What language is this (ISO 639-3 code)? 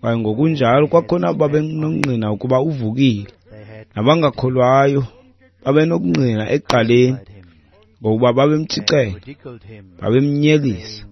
xho